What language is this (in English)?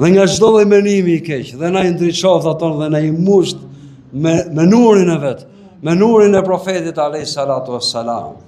Albanian